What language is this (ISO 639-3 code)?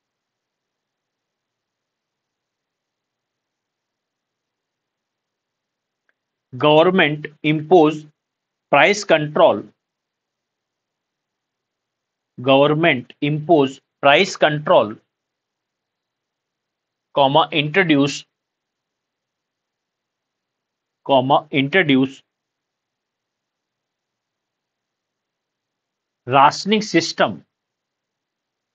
hin